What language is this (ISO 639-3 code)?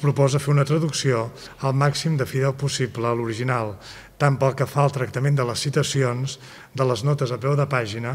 cat